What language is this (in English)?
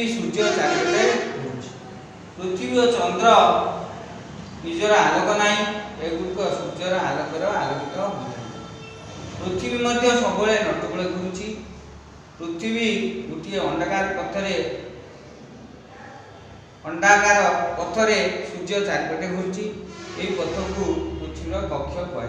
Odia